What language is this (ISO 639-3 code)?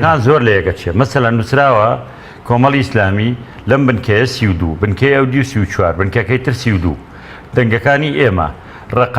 ckb